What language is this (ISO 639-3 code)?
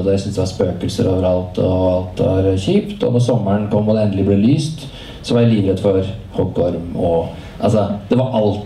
nor